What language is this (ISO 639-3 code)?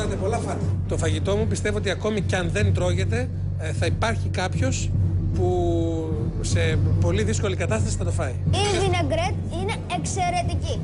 ell